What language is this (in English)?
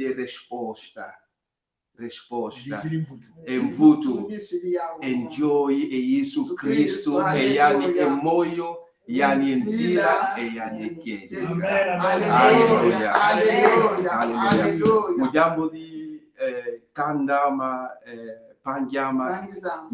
Kongo